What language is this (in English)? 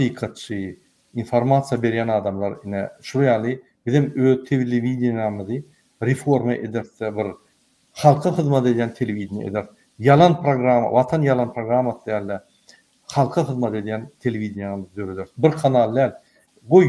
Turkmen